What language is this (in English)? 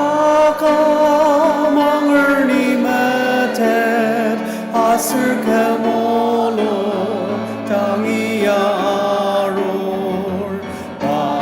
Ao Naga